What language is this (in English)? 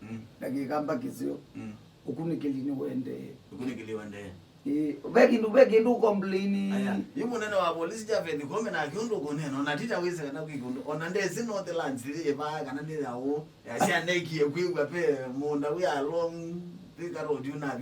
Kamba